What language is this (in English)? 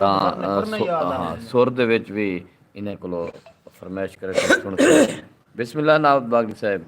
Saraiki